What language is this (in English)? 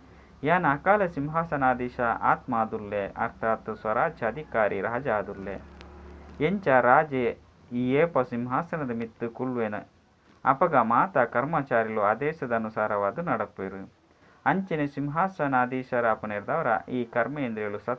Tulu